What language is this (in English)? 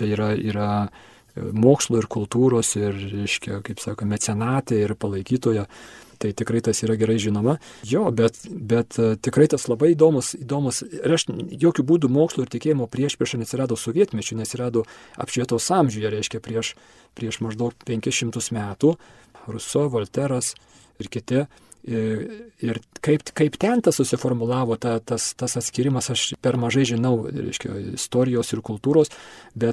Lithuanian